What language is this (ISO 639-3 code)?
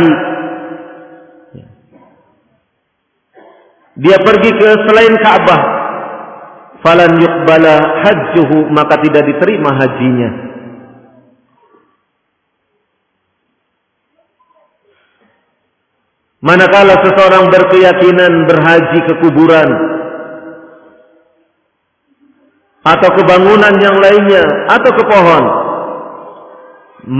ind